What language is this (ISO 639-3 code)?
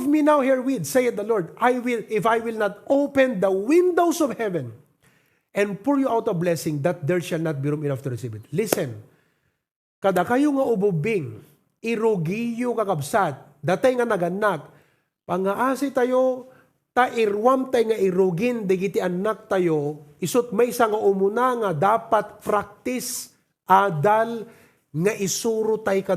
ilo